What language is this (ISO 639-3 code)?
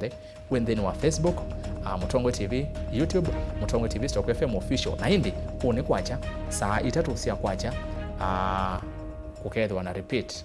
kam